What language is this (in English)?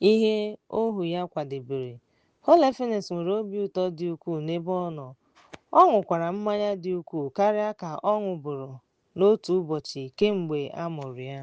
Igbo